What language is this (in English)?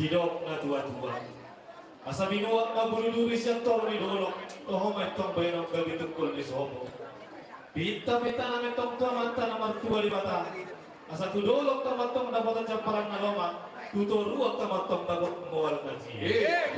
Batak Toba